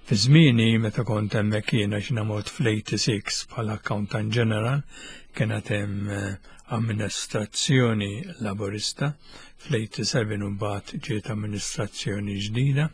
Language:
Maltese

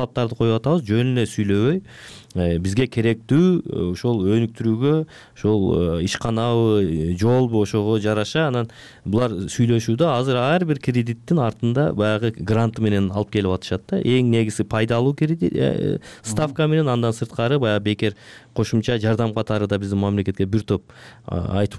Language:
Kyrgyz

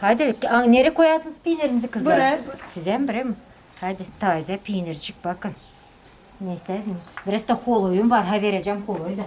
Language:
Gagauz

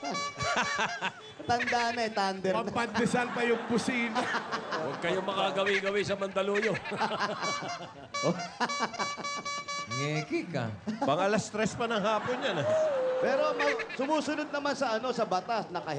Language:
Filipino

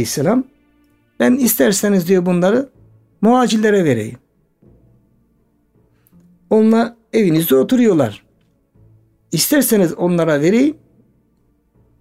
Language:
Turkish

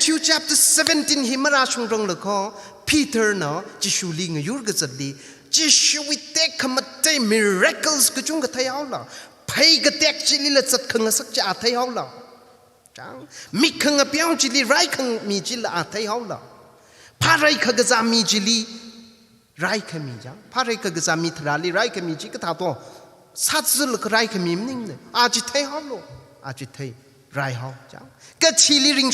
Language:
Tangkhul Naga (India)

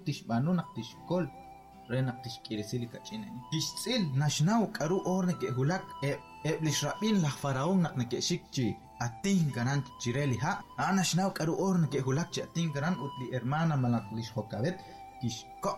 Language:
Kekchí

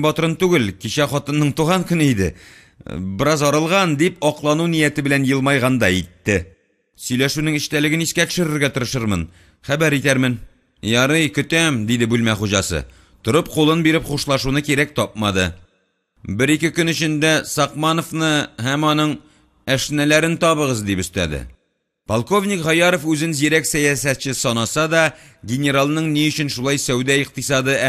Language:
Tatar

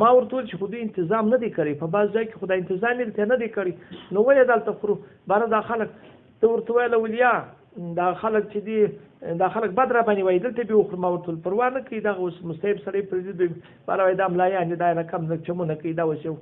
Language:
Pashto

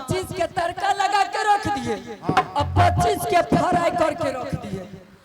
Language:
Angika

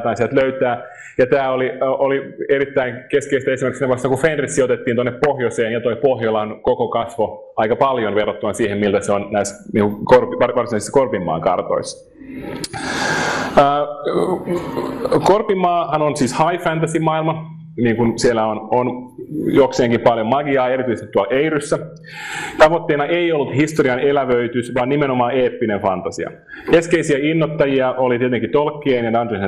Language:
Finnish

